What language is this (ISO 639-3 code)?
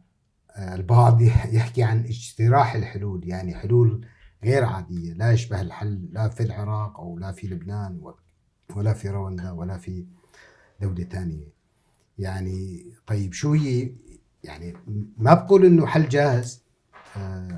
apc